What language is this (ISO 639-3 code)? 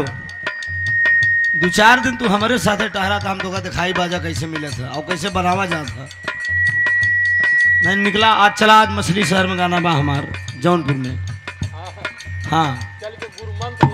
bho